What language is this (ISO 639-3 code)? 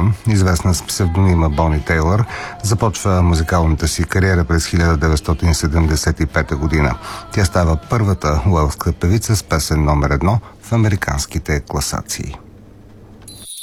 bul